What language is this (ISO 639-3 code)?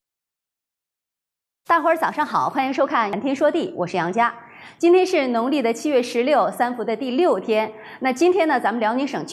zho